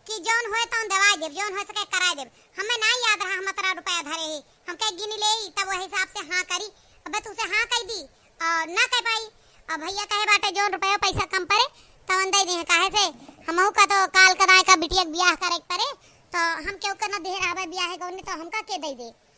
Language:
Awadhi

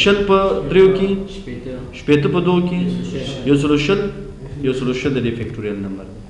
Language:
Pashto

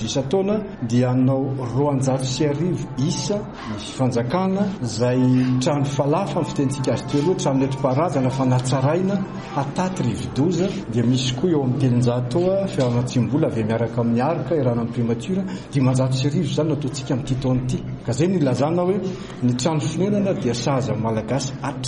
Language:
Malagasy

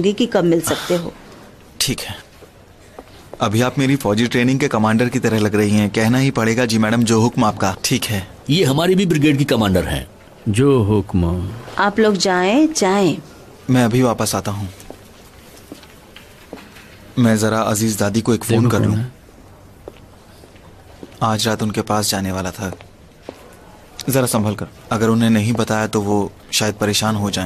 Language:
Hindi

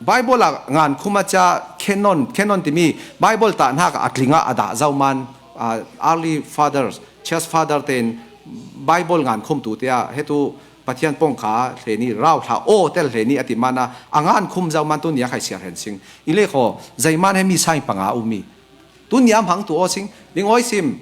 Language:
Falam Chin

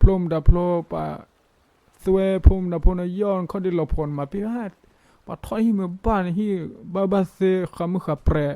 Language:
S'gaw Karen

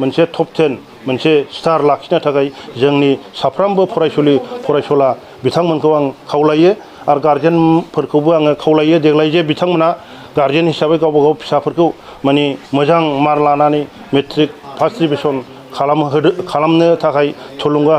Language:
Bodo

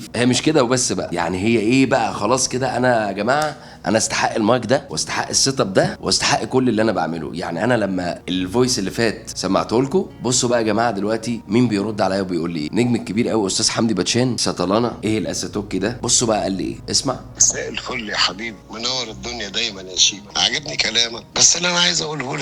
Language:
Egyptian Arabic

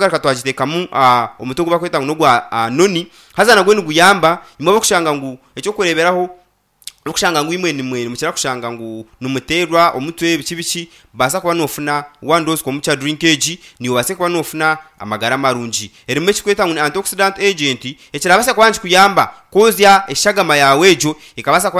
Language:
Nyankole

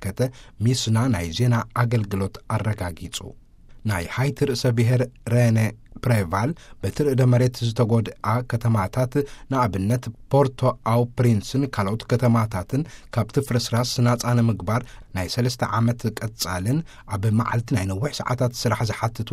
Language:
Tigrinya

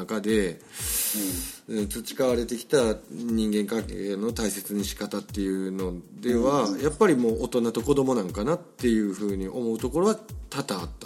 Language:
Japanese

